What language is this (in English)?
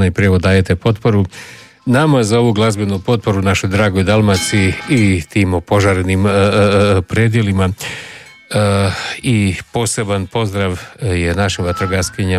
Croatian